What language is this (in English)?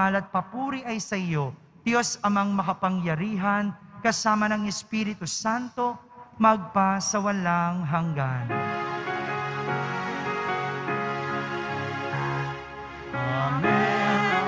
Filipino